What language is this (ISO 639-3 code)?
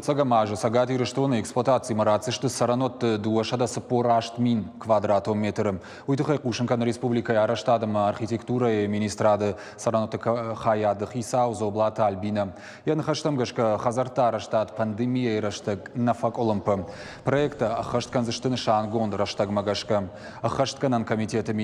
oss